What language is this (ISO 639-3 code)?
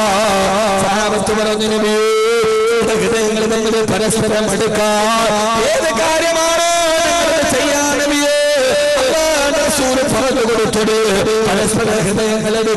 mal